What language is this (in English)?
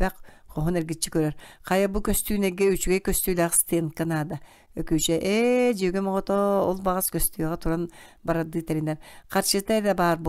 Yakut